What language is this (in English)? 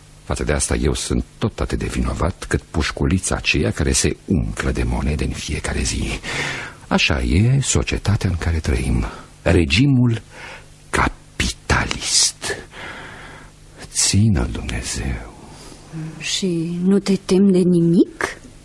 Romanian